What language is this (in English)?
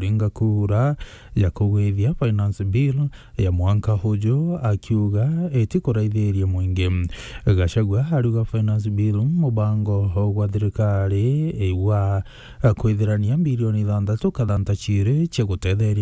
Meru